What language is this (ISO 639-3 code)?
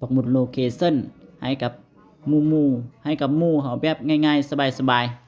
lao